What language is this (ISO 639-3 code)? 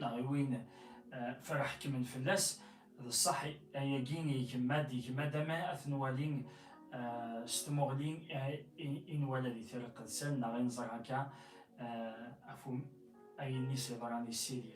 kab